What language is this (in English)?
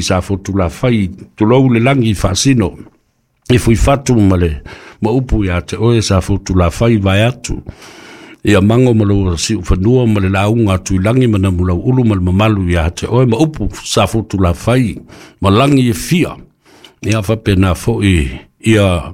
Samoan